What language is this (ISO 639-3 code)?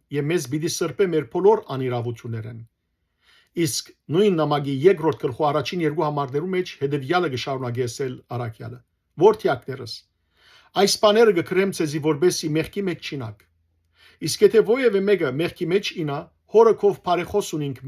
hyw